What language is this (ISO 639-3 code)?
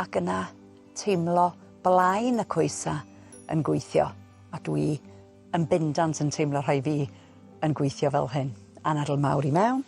cym